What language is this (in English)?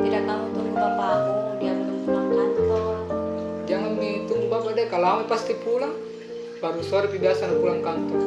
Makassar Malay